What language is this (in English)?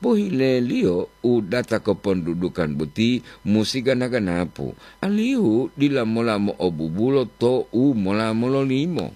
Gorontalo